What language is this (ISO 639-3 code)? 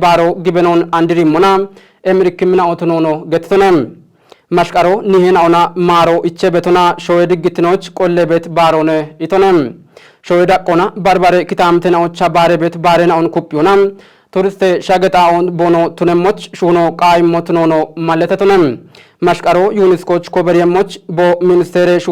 kbr